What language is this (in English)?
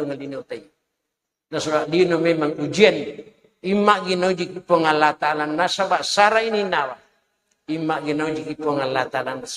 Buginese